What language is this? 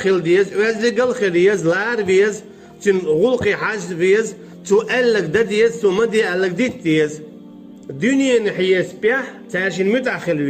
Chechen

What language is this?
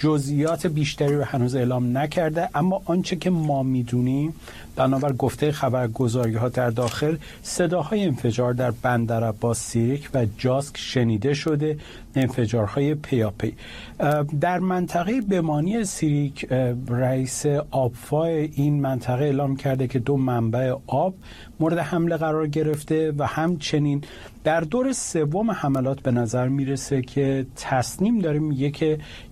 Persian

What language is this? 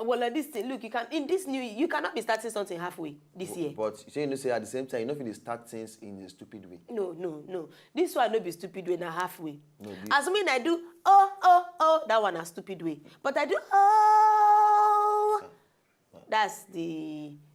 Nigerian Pidgin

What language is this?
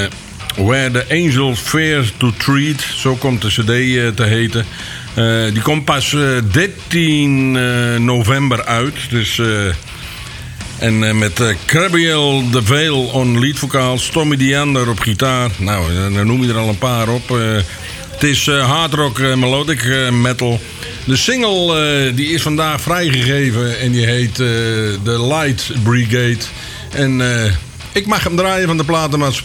Dutch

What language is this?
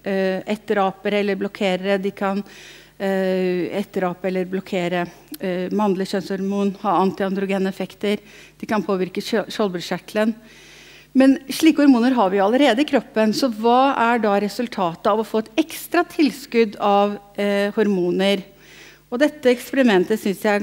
Norwegian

